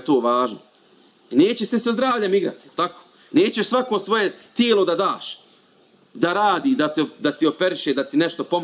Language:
Bosnian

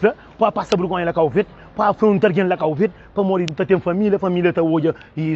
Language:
Kabuverdianu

